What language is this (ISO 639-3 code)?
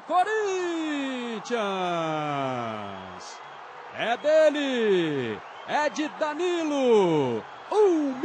por